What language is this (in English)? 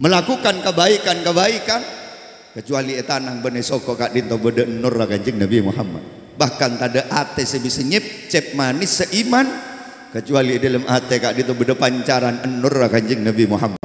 Madurese